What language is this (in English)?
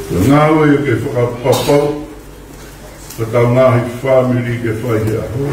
Tongan